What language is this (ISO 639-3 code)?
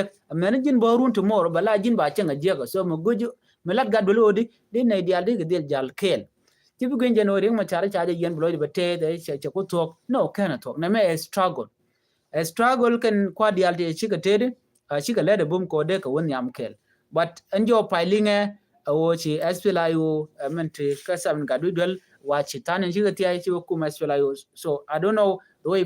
nus